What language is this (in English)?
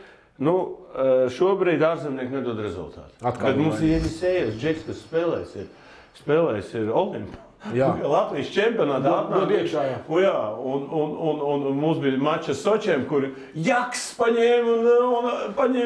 Latvian